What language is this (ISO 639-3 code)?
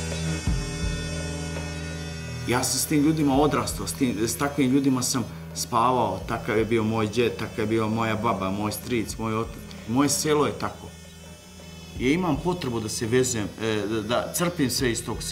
srp